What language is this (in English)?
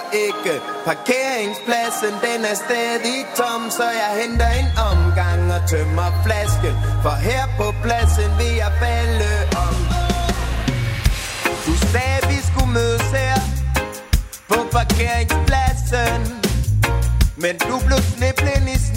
Danish